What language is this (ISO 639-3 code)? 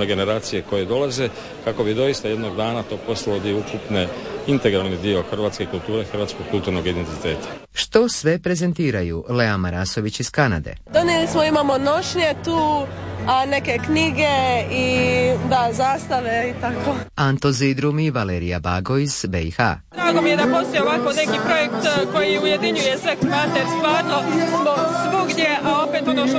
hrv